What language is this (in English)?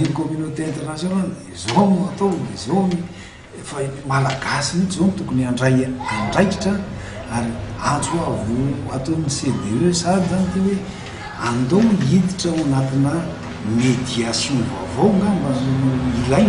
Malagasy